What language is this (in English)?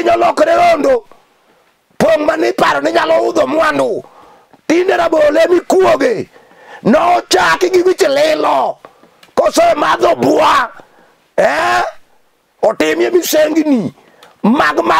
Luo (Kenya and Tanzania)